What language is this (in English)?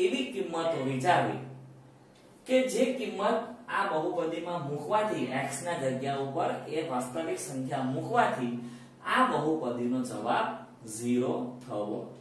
Gujarati